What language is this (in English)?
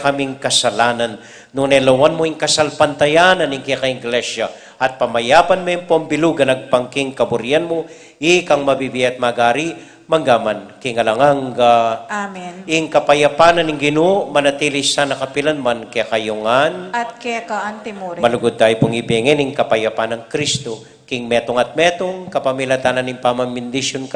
Pampanga